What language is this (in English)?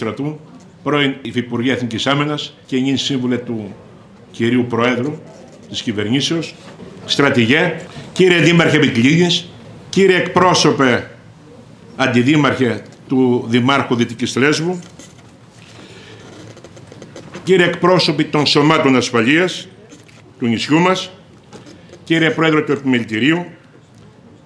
Greek